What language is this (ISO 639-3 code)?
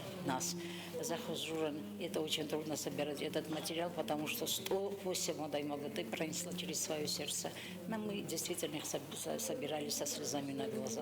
oss